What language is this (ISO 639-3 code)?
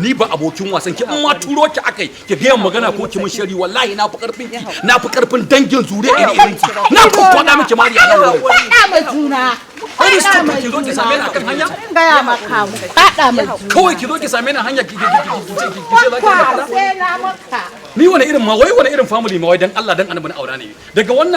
hau